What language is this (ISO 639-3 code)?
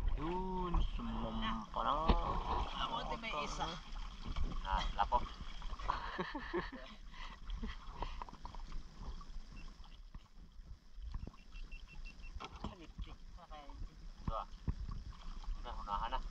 fil